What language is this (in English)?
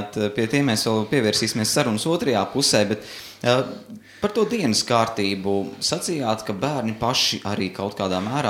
Latvian